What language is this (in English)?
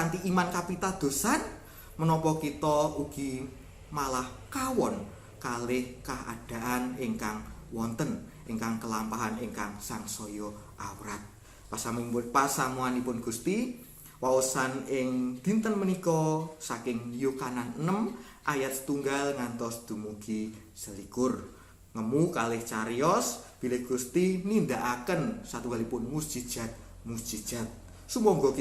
Javanese